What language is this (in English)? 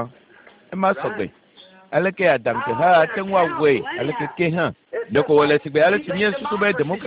Ewe